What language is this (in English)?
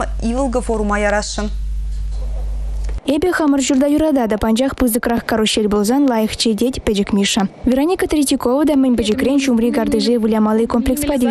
Chuvash